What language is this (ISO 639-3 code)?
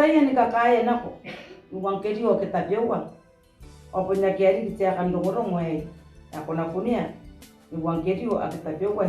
gil